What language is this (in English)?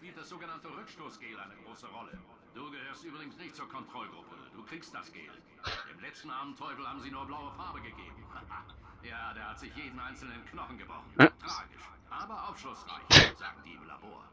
Swiss German